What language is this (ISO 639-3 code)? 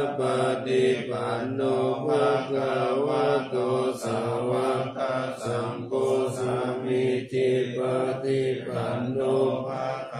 pli